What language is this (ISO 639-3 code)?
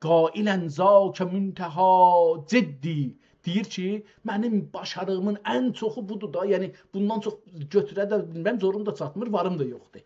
azb